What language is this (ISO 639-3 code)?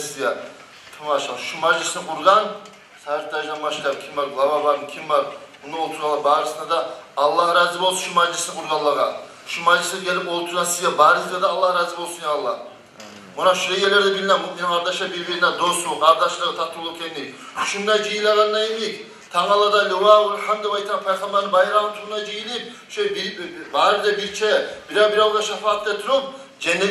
kum